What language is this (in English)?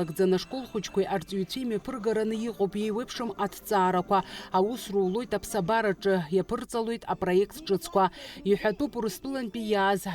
Abkhazian